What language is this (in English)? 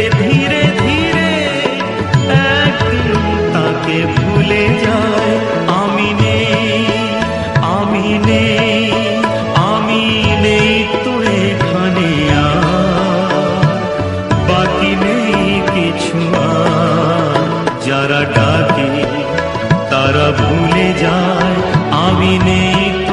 Bangla